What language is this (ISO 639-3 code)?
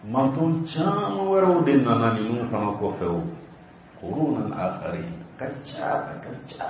bam